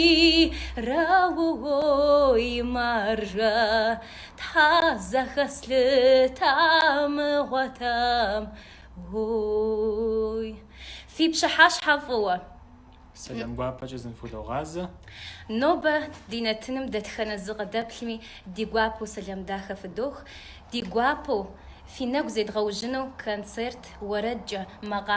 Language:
Kabardian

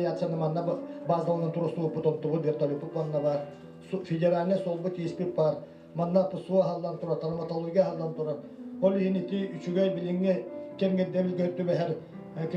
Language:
Yakut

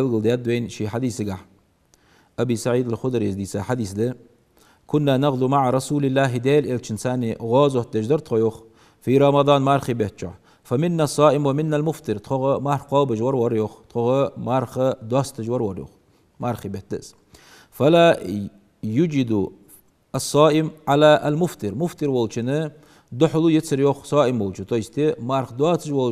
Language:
Ingush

